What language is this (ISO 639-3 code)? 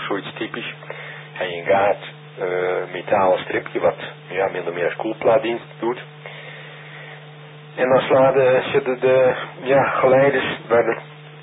nld